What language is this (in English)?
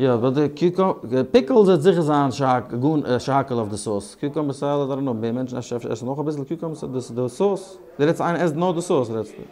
Yiddish